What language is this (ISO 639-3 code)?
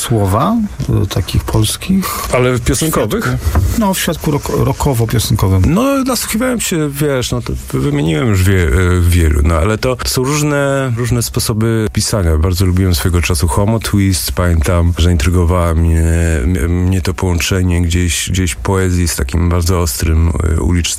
pol